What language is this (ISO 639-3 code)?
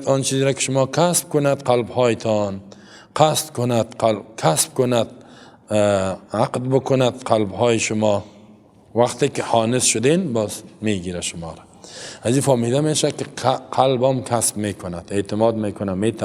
fas